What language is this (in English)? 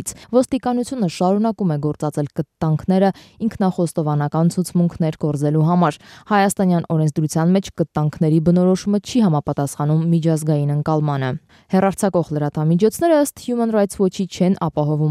Armenian